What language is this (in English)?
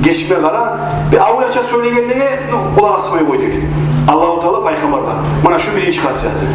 Kumyk